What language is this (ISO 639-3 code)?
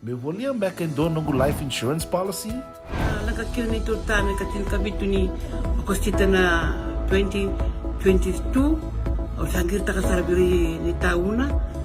fij